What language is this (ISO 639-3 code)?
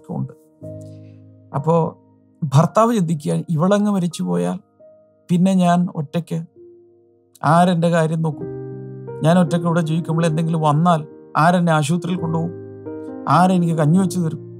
mal